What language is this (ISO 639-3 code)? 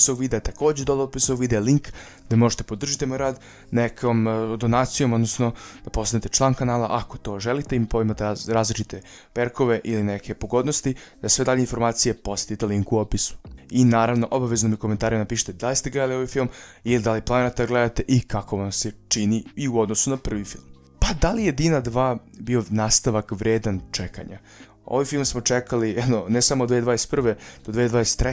srp